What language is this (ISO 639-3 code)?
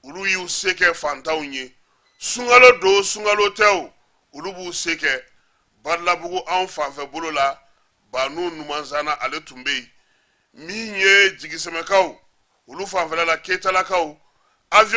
bam